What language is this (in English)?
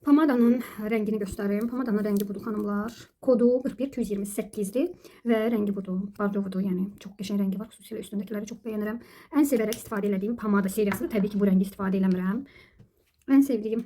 Azerbaijani